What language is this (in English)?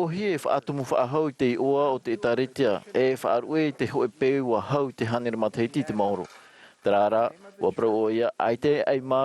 Tahitian